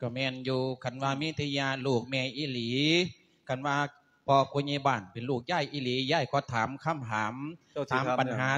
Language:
Lao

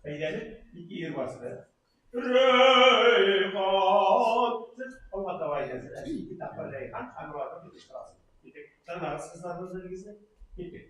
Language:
Tatar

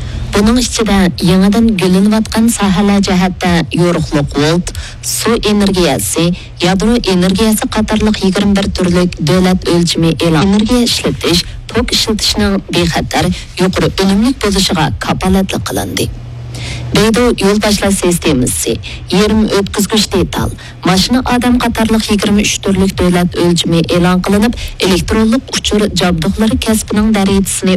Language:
Uyghur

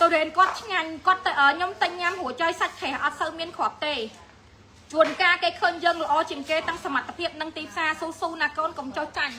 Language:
Khmer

